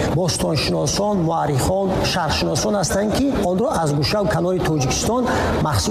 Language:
Tajik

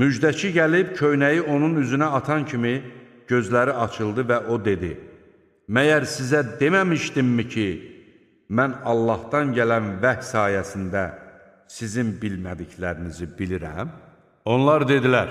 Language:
Azerbaijani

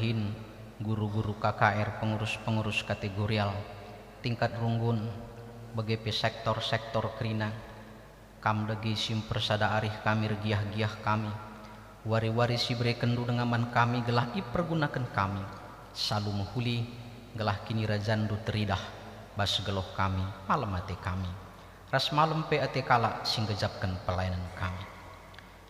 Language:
Batak Karo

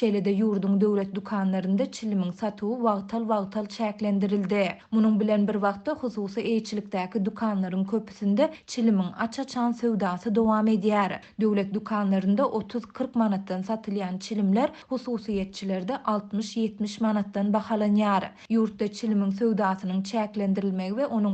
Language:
Turkmen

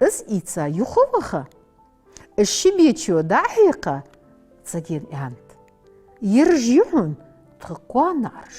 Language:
Ingush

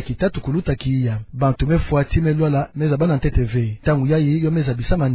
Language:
Kituba (Democratic Republic of Congo)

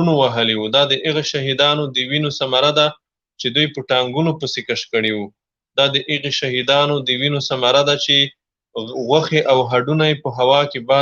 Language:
Pashto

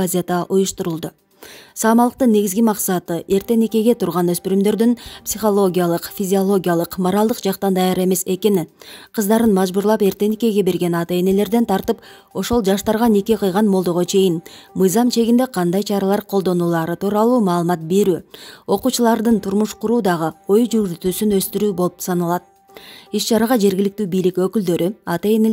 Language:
Kyrgyz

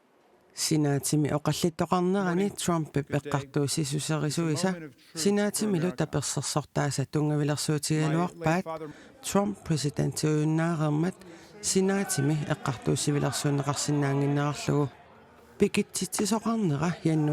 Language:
Kalaallisut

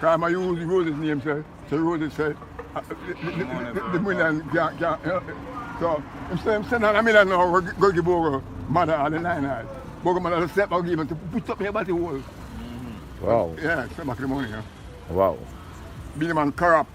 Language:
Jamaican Creole English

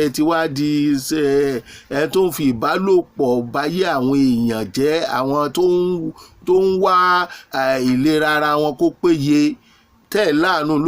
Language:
Yoruba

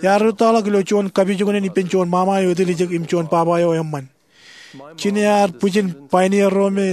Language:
Marshallese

